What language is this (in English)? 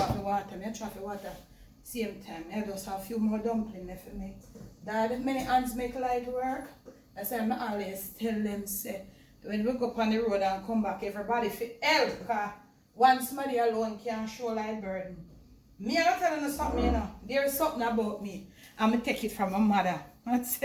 Jamaican Creole English